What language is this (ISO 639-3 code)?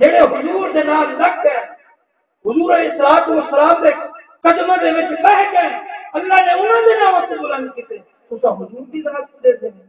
skr